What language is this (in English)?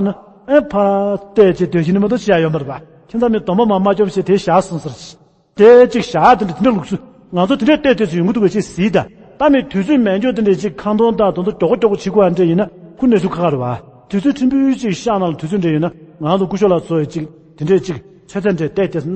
Tibetan